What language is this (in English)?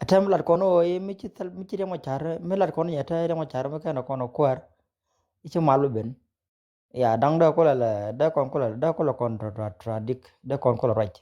Nuer